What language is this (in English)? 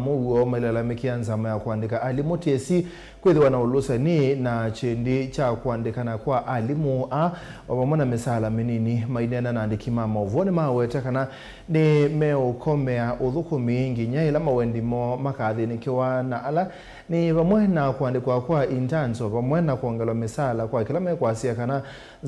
Kamba